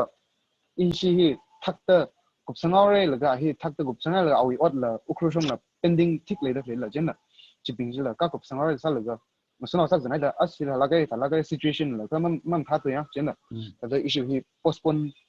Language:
Tangkhul Naga (India)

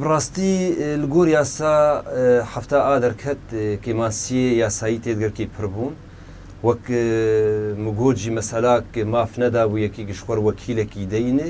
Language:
Kurdish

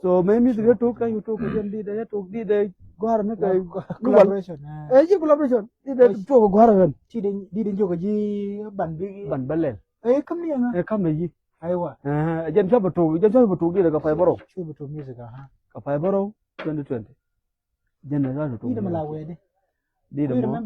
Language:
Nuer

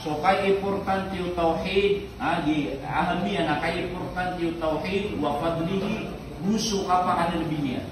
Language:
Maranao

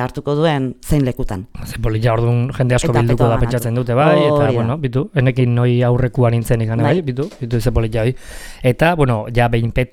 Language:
Basque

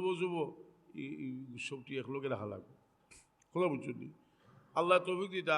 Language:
Sylheti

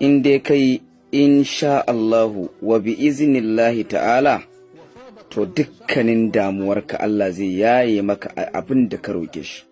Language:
Hausa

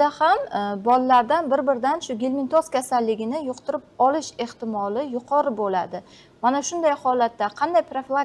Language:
Uzbek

